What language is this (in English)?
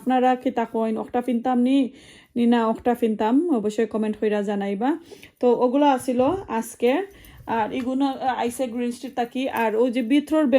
Sylheti